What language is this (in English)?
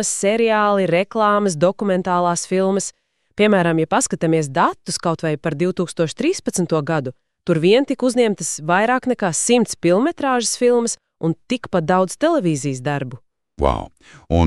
Latvian